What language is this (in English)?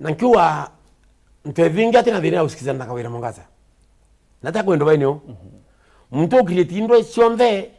Meru